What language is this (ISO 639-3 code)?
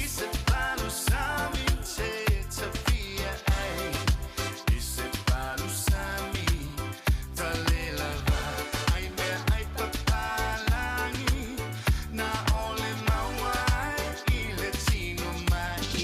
smo